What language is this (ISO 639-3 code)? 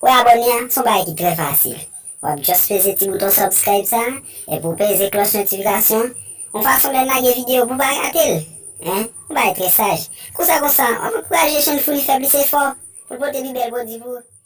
hat